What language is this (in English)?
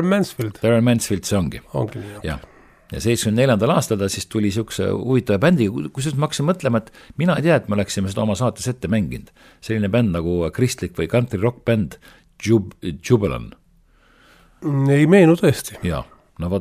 Estonian